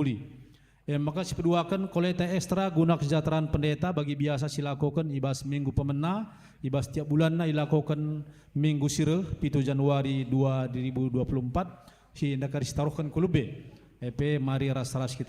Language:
Batak Karo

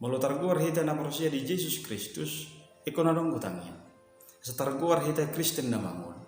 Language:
Batak Toba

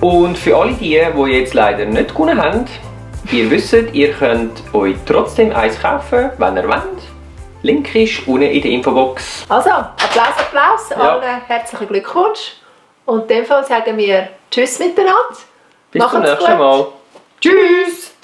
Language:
Swiss German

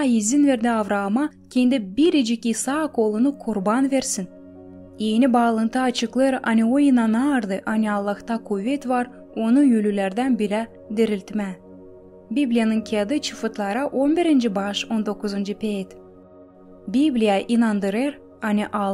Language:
Gagauz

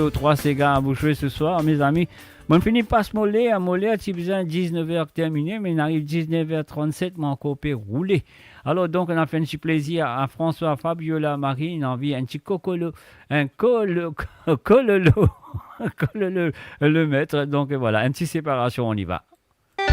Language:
Morisyen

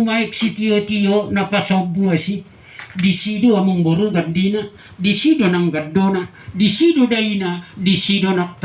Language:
Batak Toba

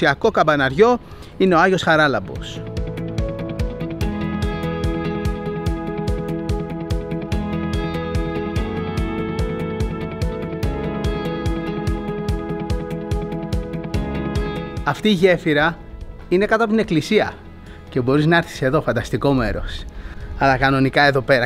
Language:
Greek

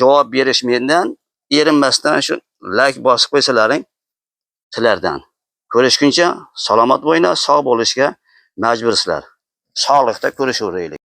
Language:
Uzbek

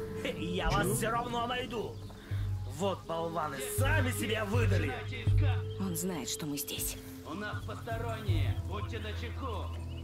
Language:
Russian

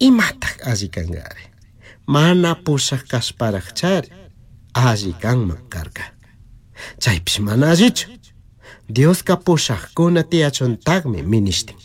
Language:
Chimborazo Highland Quichua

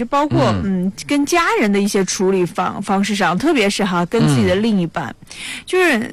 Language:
Chinese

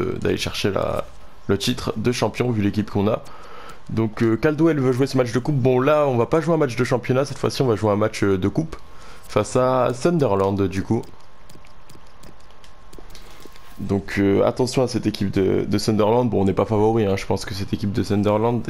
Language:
French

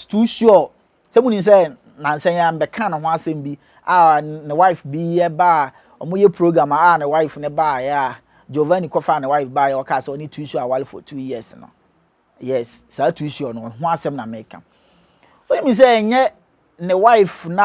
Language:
Akan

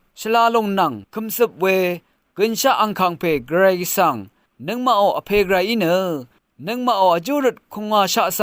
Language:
Rawang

